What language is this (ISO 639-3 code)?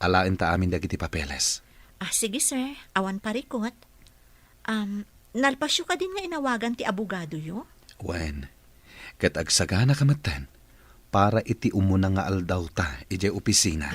ilo